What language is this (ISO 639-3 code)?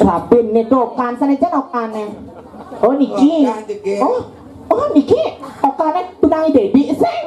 ban